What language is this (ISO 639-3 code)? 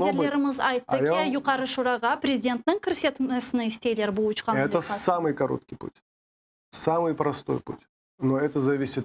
crh